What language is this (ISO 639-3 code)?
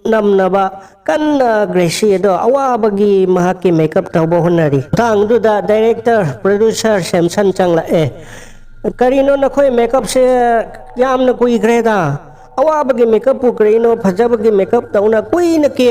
mni